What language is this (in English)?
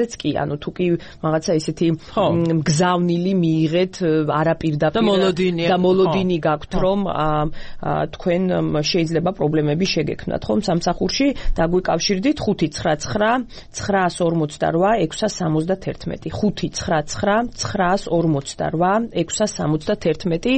Georgian